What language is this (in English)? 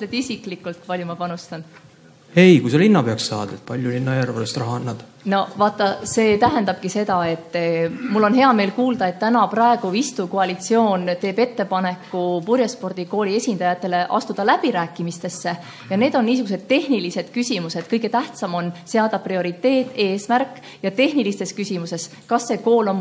Estonian